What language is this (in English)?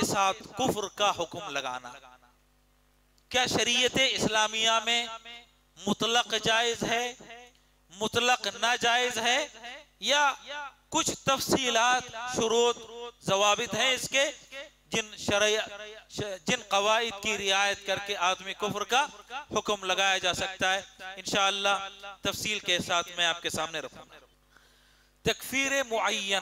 Urdu